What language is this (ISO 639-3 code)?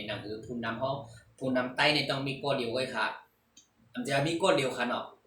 shn